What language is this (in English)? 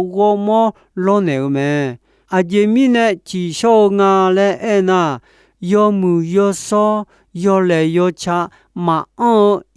Akha